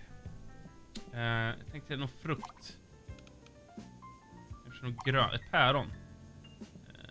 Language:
Swedish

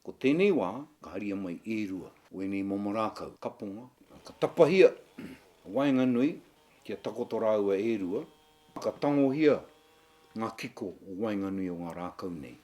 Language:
Māori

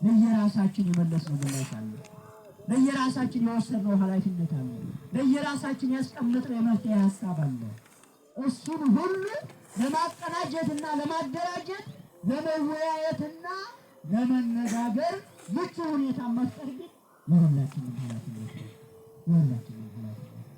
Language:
Amharic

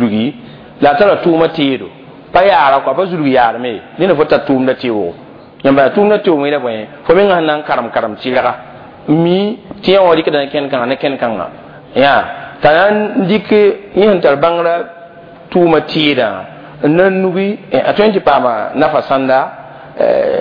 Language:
Mossi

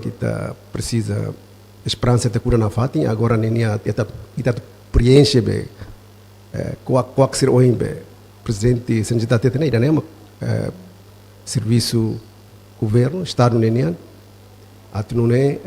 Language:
Tetum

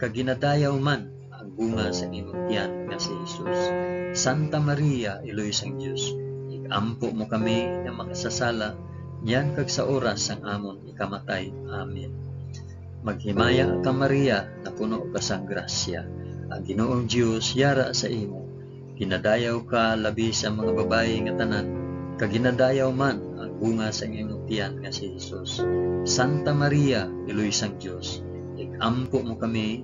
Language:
Hiligaynon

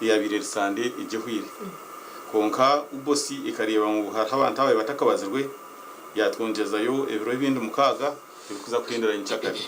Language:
Nyankole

